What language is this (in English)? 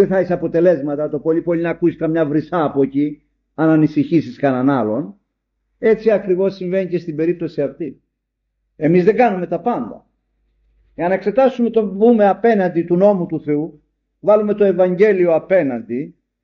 Greek